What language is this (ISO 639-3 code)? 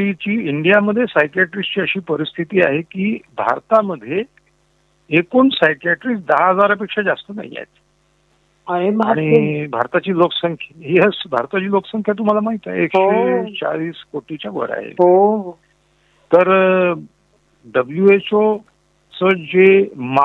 mar